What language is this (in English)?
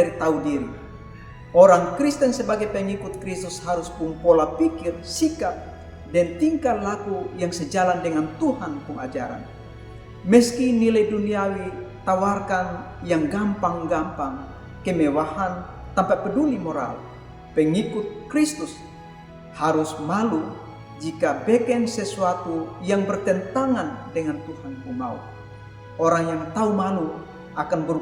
Kupang Malay